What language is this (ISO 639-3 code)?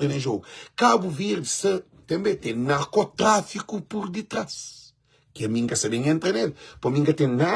kea